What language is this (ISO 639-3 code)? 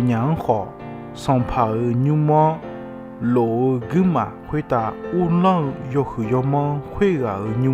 ahk